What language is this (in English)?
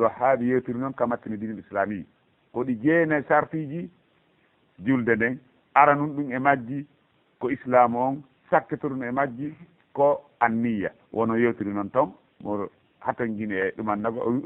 Fula